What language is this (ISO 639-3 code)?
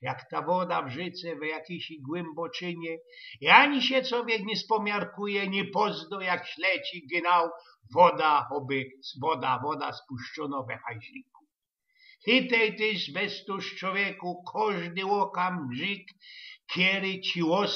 szl